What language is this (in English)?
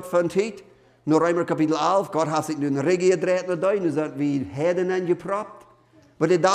Plautdietsch